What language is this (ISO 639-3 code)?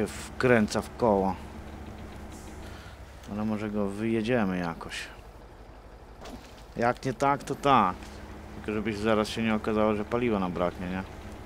pol